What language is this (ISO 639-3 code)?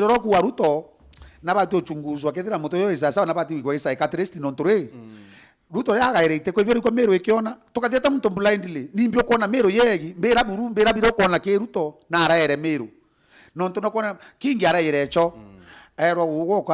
mer